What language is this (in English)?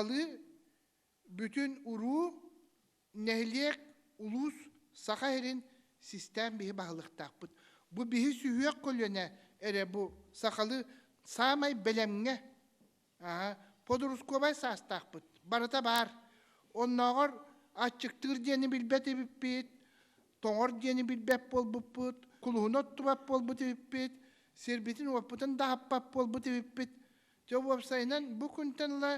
Yakut